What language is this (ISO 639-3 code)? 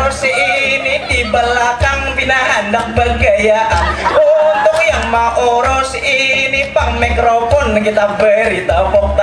bjn